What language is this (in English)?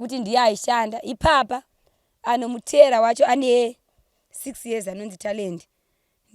Shona